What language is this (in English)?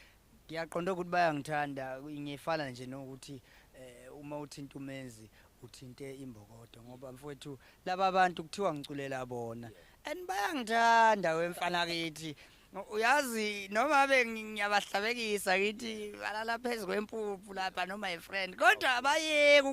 Zulu